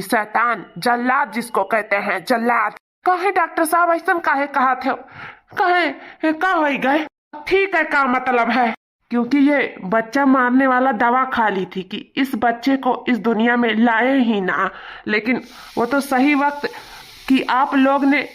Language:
Awadhi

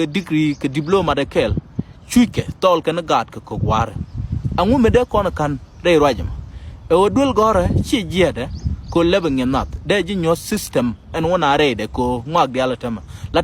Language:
Nuer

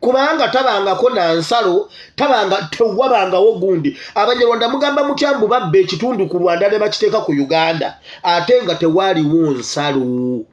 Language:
Ganda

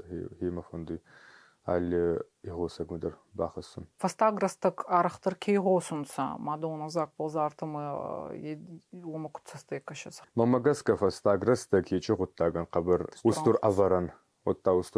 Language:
Ossetic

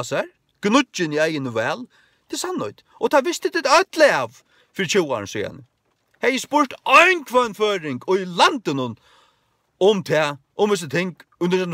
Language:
Faroese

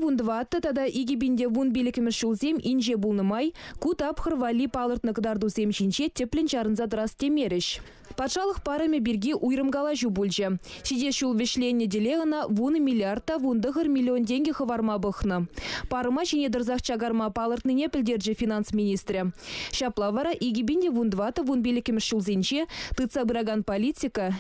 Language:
Chuvash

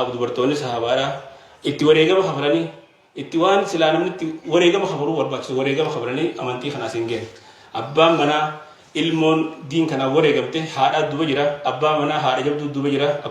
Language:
Oromo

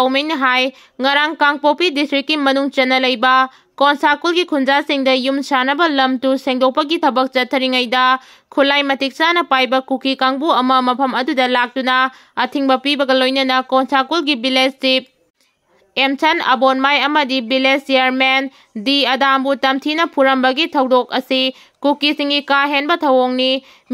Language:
Manipuri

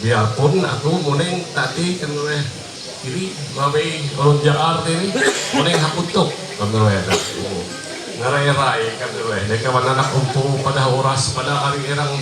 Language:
Ma'anyan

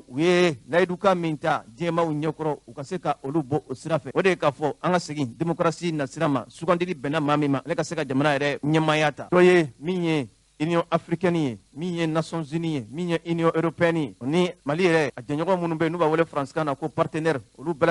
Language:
Bambara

